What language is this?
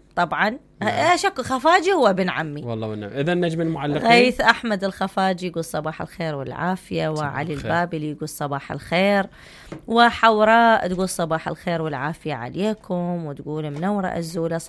Mesopotamian Arabic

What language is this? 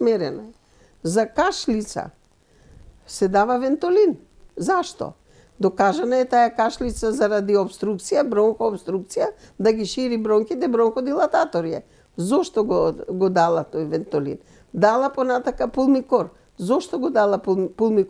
Macedonian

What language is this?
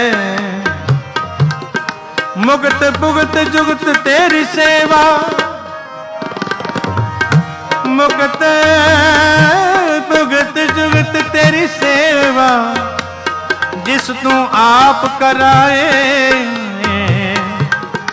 Punjabi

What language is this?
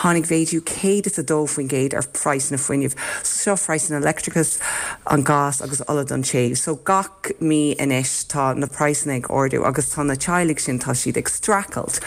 Irish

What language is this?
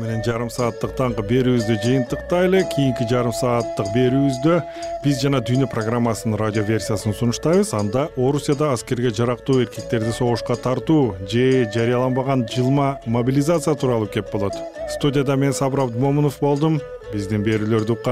Kyrgyz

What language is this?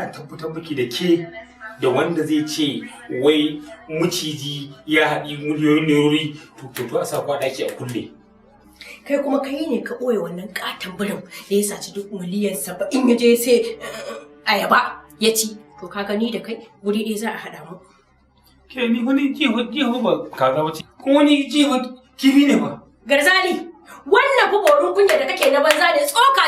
Hausa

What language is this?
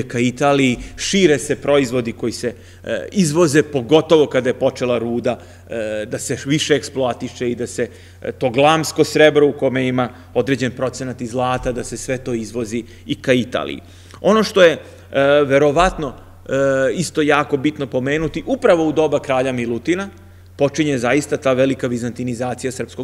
Serbian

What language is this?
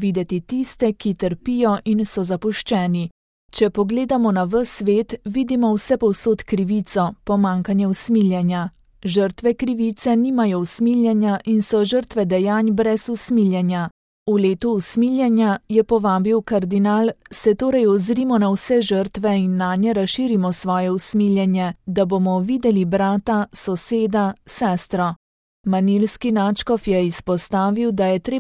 Slovenian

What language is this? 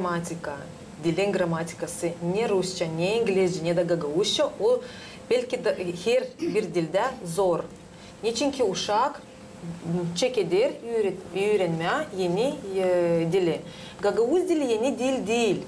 Gagauz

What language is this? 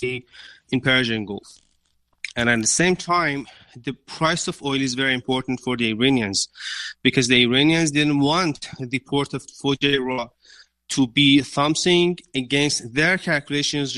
English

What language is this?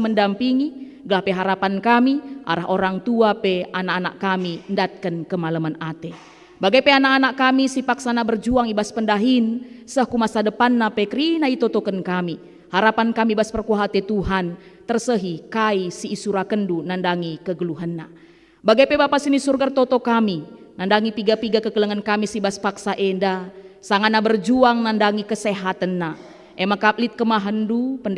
Batak Karo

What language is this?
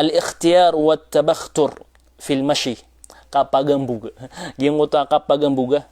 Maranao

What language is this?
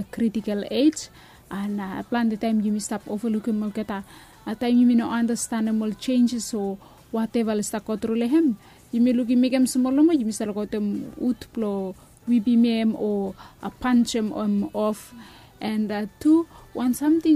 Bislama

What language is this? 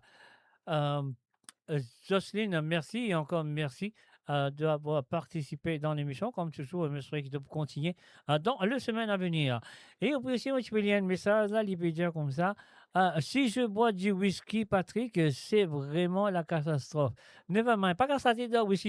Morisyen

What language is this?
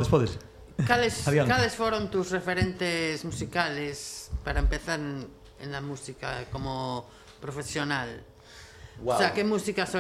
Galician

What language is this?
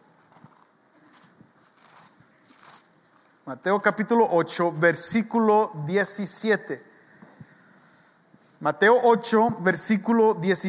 Spanish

